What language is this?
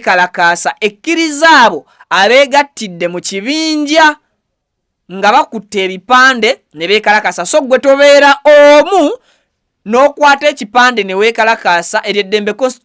Ganda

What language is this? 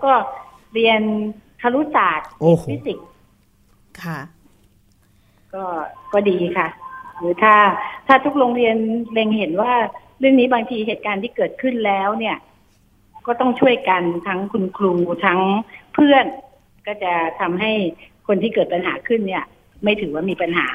Thai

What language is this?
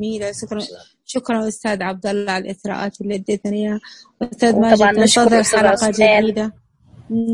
Najdi Arabic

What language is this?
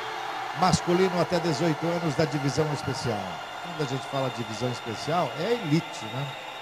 Portuguese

